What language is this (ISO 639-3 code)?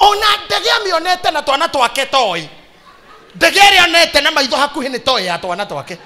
kik